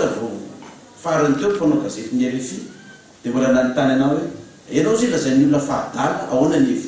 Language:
Malagasy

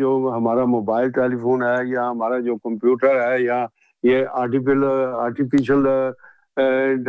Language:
Urdu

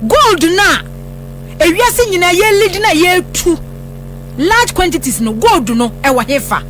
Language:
Akan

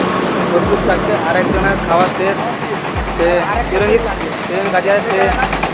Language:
Bangla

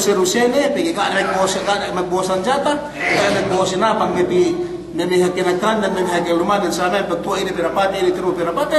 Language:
Yakan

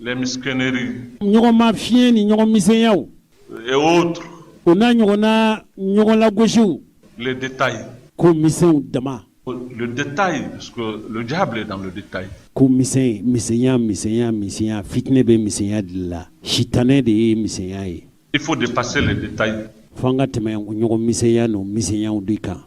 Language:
Bambara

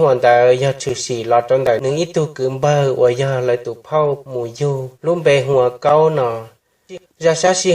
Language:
Hmong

